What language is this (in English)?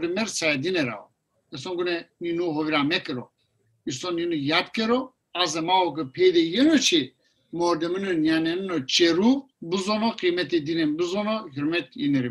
Zaza